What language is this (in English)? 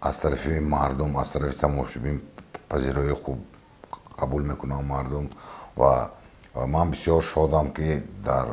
Tajik